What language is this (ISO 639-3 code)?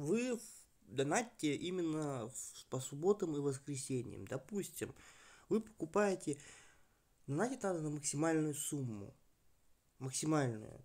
rus